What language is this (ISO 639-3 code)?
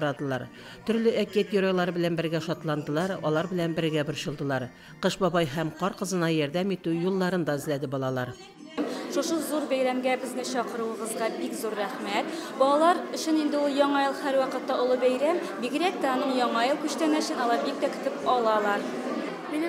tat